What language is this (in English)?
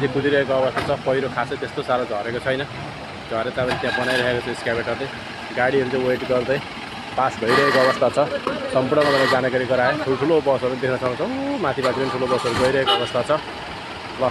Nepali